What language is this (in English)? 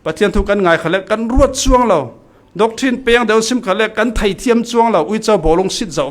Falam Chin